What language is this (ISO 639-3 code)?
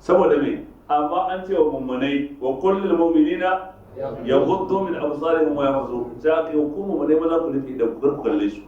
hau